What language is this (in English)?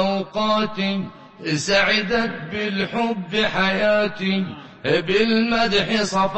Arabic